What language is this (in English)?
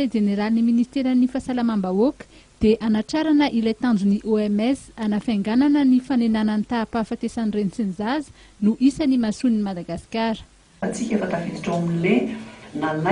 Malagasy